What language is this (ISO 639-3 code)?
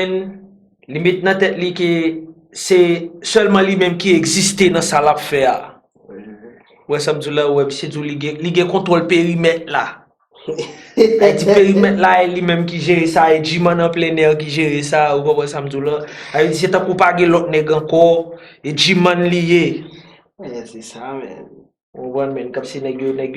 hat